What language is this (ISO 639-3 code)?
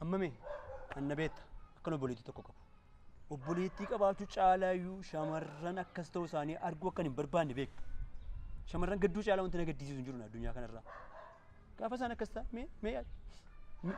orm